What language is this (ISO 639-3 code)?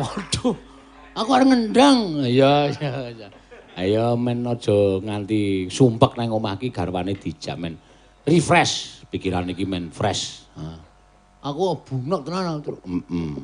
jav